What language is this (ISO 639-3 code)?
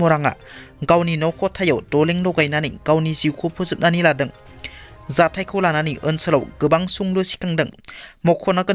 brx